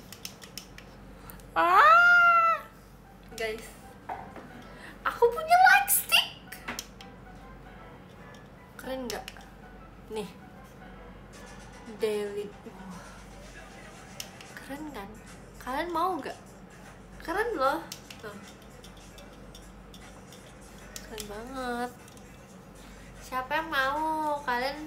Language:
Indonesian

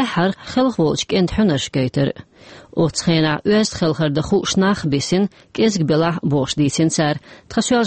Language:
Chechen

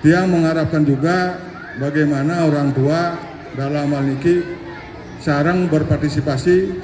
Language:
Balinese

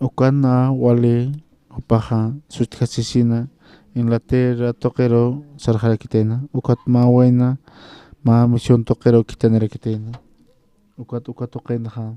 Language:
Aymara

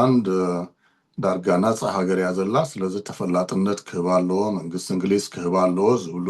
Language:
Tigrinya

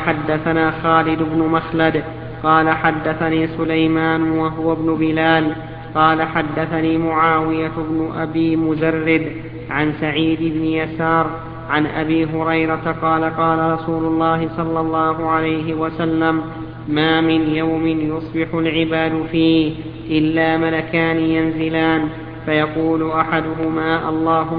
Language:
Arabic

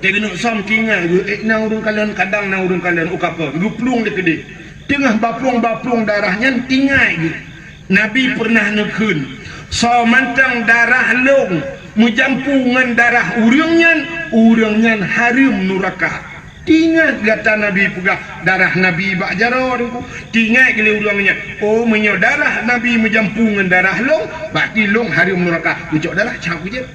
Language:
Achinese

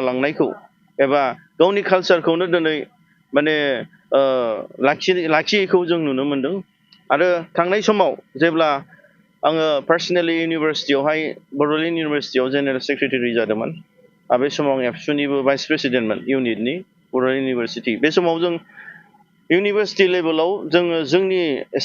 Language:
Bodo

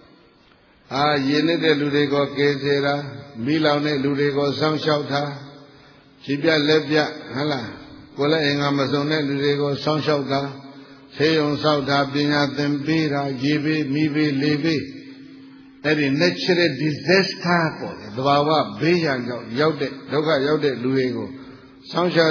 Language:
Burmese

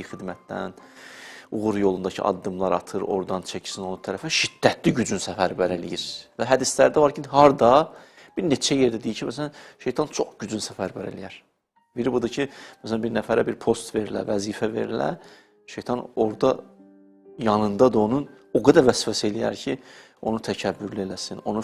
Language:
Azerbaijani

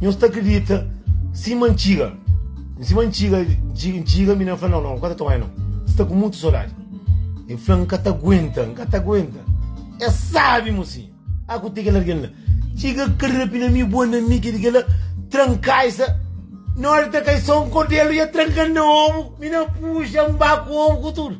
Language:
Kabuverdianu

